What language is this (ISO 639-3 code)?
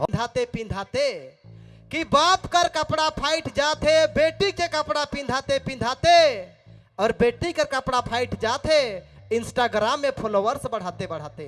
sck